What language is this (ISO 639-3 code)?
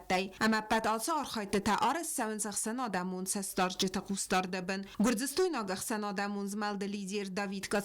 oss